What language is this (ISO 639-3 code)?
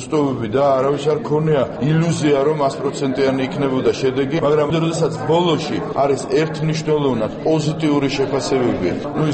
kat